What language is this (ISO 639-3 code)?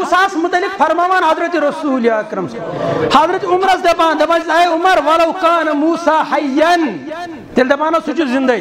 kas